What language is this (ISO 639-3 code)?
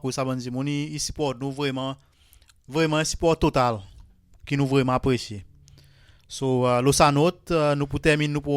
crs